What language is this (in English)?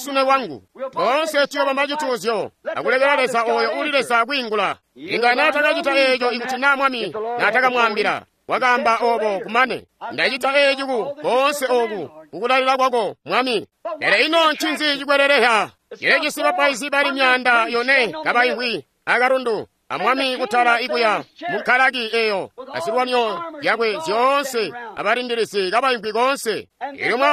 Tonga (Zambia)